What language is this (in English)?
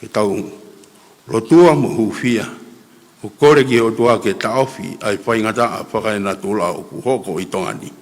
Tongan